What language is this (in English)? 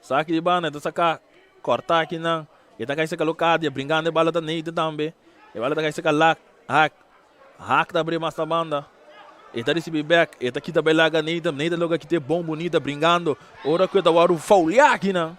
Papiamento